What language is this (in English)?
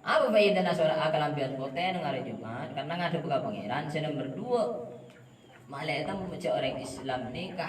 Madurese